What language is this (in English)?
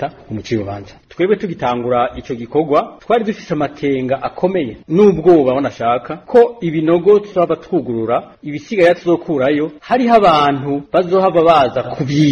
Rundi